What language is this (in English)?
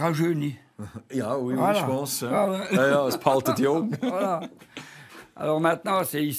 Swiss German